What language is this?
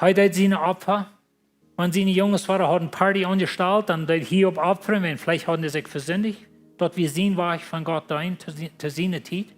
Plautdietsch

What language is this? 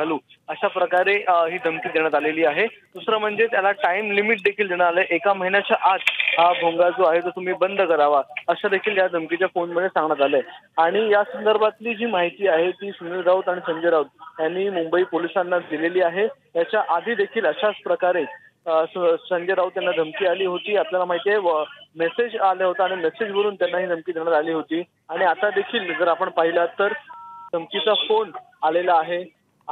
Marathi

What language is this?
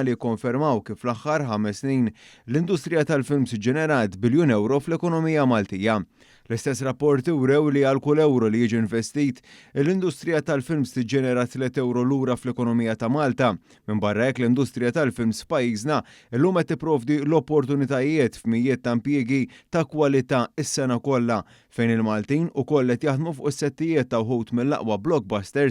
Maltese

